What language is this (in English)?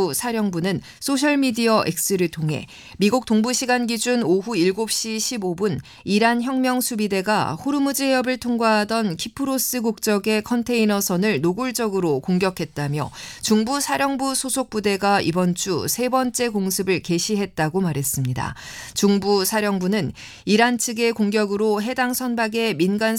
Korean